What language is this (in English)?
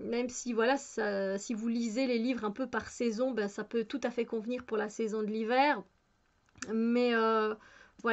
French